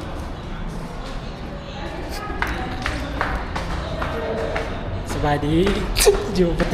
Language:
Lao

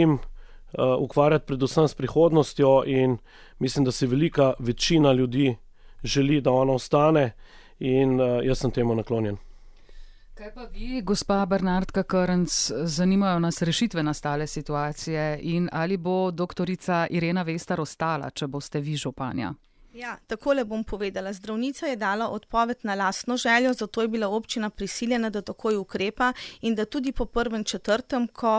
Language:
Slovenian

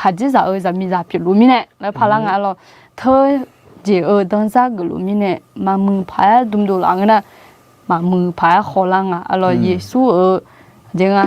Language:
Akha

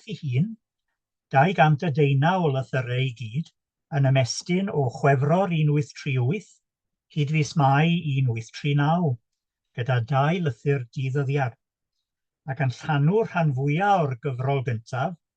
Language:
Welsh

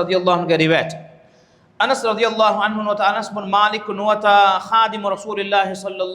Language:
Divehi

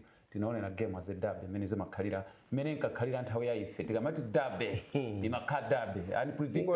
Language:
Nyanja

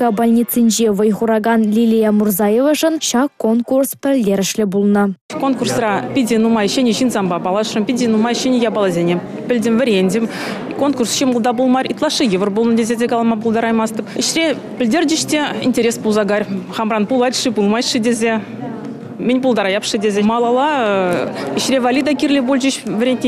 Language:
Chuvash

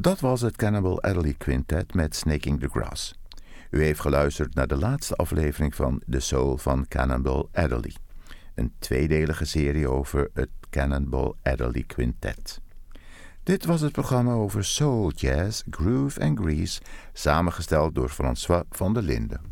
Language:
Dutch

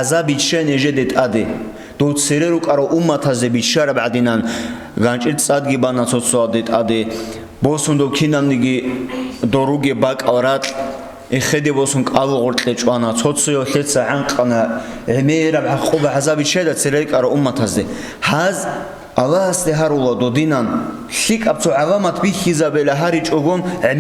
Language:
Avaric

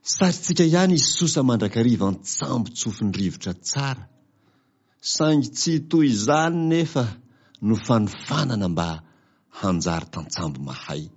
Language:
Malagasy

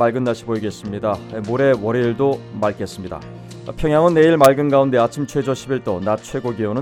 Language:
Korean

